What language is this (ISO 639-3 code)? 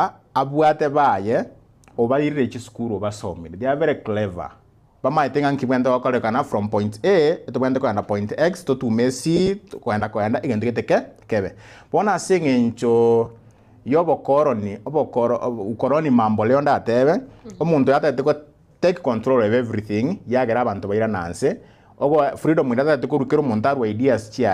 guz